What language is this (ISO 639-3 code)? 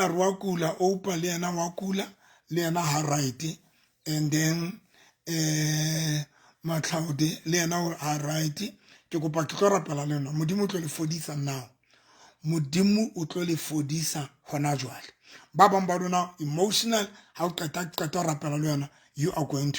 sot